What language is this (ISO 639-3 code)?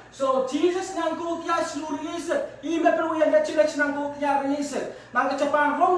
pon